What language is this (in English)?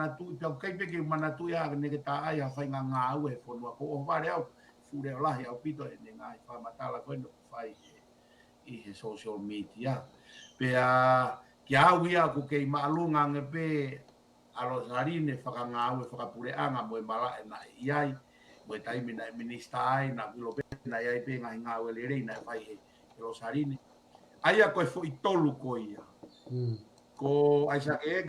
Tongan